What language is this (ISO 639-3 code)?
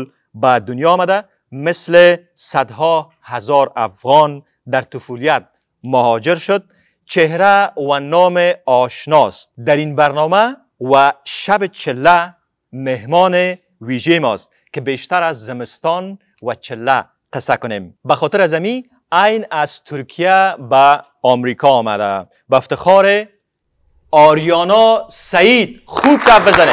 fas